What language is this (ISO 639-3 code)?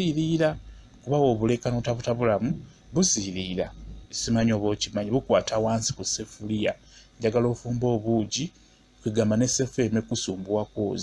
lug